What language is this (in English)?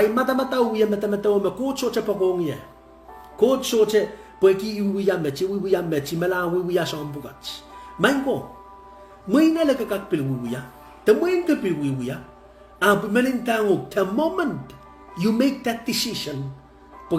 Pohnpeian